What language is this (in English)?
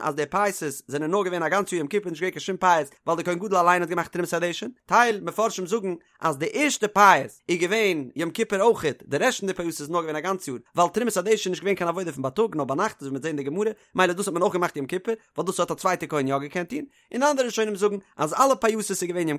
Yiddish